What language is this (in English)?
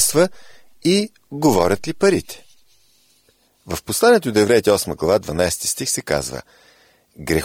Bulgarian